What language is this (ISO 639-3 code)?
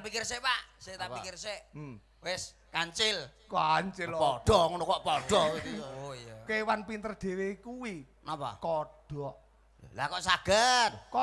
jav